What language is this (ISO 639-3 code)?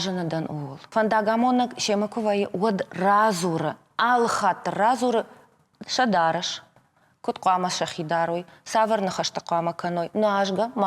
oss